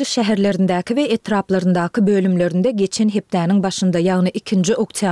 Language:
Turkmen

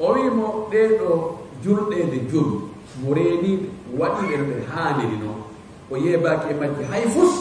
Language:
Fula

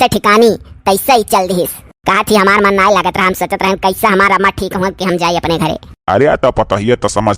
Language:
Awadhi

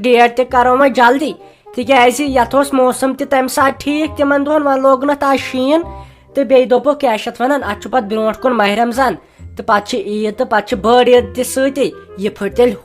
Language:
Kashmiri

